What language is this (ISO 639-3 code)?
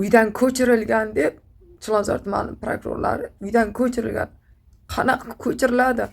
uzb